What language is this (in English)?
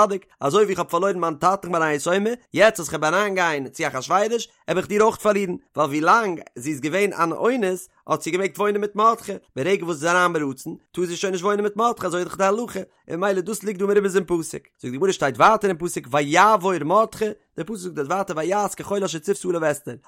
Yiddish